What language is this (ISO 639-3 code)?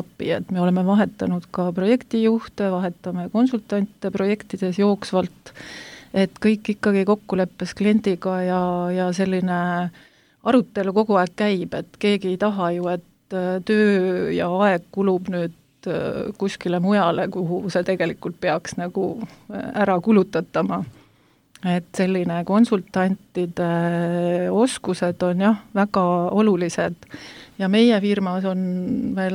est